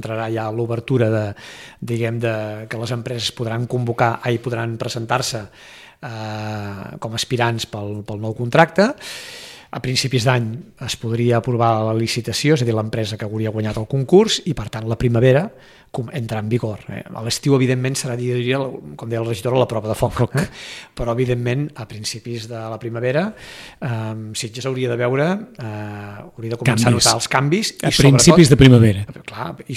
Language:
Catalan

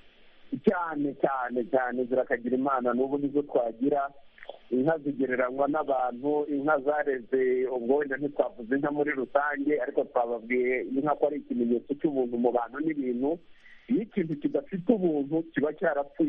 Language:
Kinyarwanda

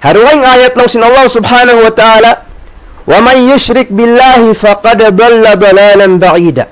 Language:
Tausug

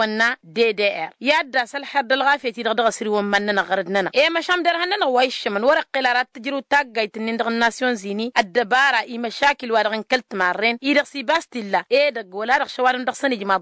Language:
Tamasheq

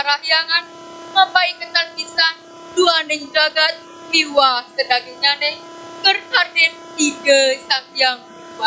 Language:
Balinese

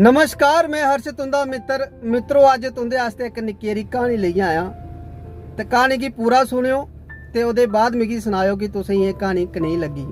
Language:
Dogri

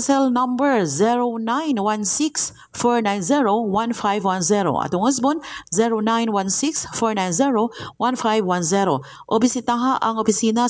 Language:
Cebuano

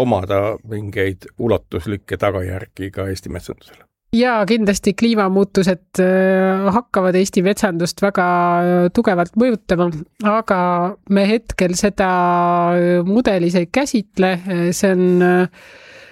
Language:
Estonian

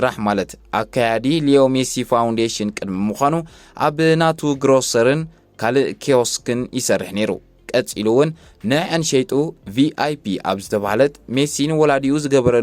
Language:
Tigrinya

